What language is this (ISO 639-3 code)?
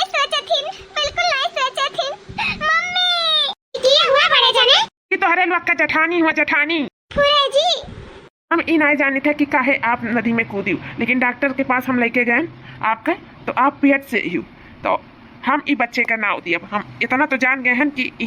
awa